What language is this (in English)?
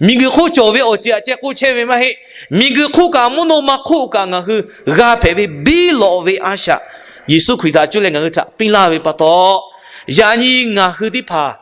Lahu